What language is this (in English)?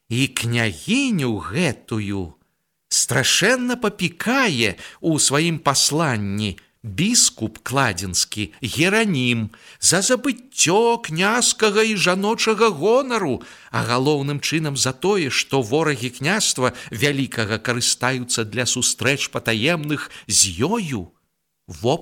Belarusian